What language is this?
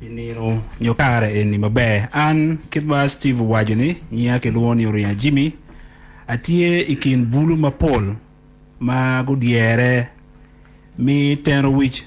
Acoli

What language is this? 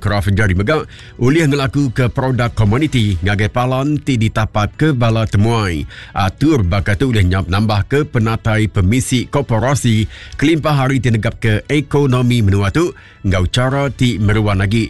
Iban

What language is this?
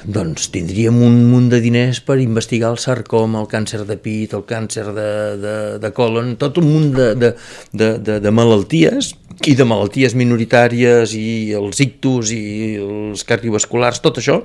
Catalan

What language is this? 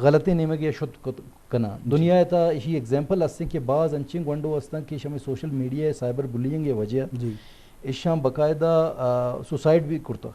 Eastern Balochi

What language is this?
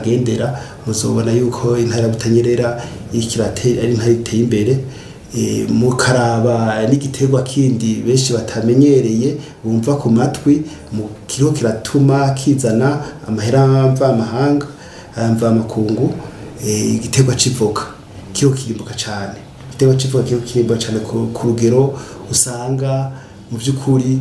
Rundi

